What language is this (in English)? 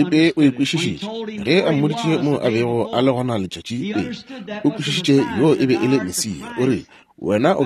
Northern Sotho